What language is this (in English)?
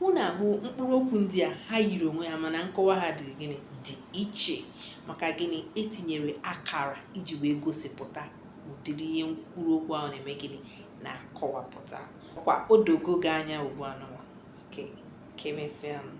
Igbo